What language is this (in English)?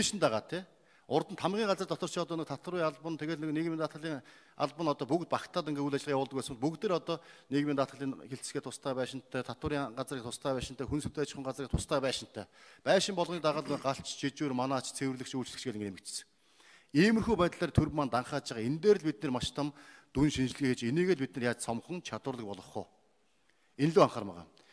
Mongolian